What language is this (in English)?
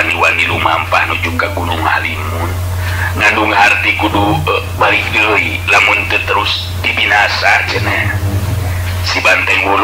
Sundanese